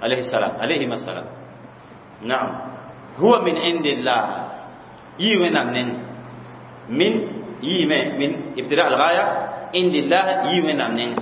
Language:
Mossi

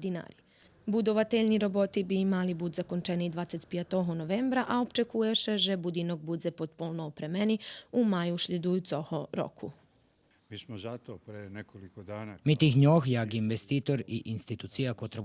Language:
Rusyn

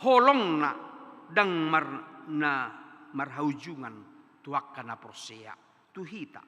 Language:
Batak Toba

